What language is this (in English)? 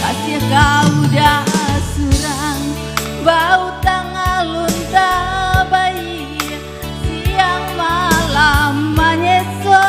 Minangkabau